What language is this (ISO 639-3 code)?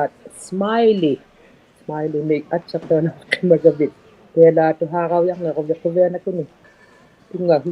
iku